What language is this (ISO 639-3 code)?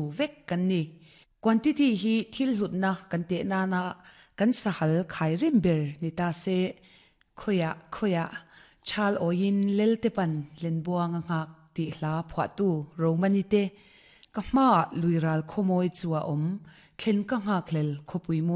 lus